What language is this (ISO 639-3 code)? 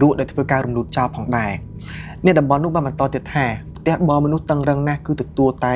khm